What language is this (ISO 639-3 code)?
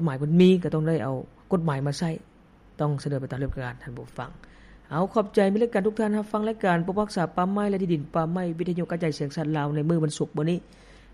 lao